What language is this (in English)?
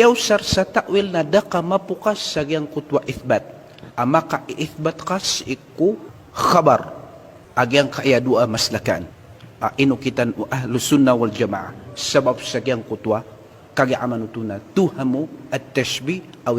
Maranao